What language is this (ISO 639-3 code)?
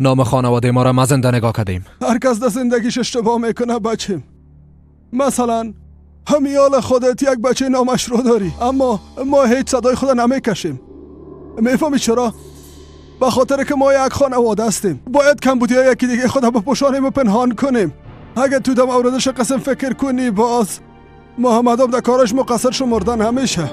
fas